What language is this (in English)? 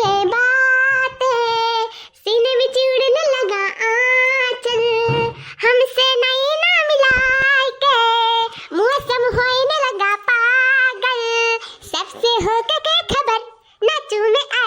Awadhi